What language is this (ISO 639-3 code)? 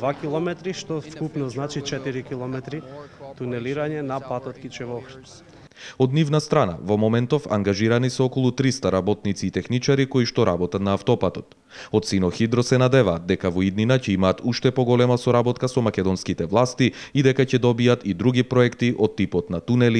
mkd